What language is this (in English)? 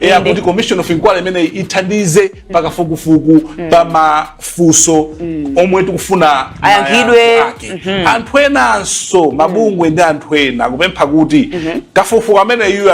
Nyanja